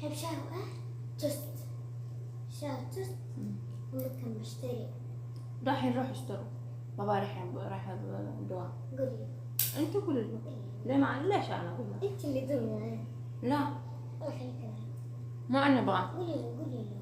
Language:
Hijazi Arabic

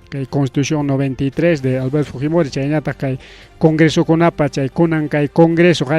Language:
Ayacucho Quechua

